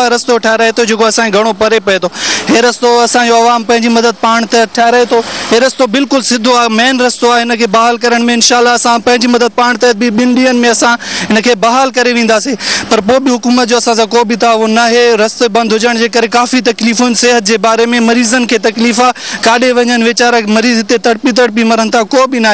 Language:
Sindhi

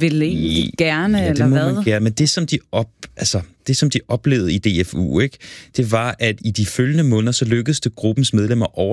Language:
Danish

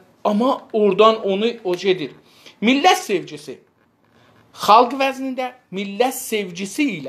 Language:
South Azerbaijani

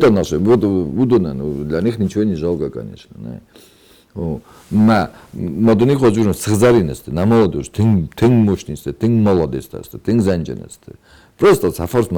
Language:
Ossetic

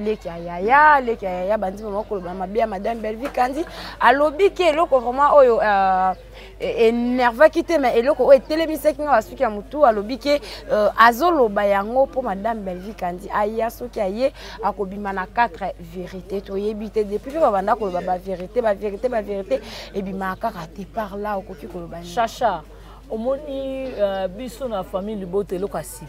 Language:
Lingala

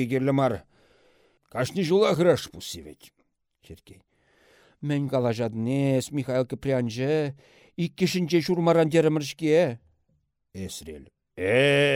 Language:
Chuvash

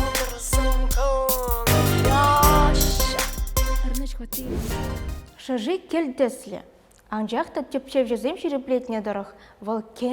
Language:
Chuvash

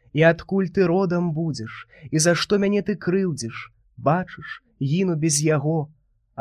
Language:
Belarusian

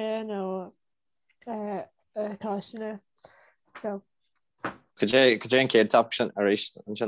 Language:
Irish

